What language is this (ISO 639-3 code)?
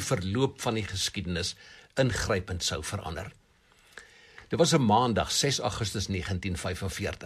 afr